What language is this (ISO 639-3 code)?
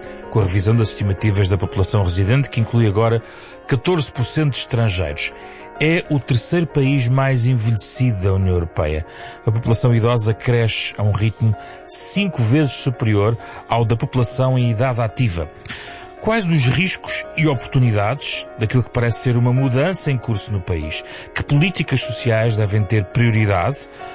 por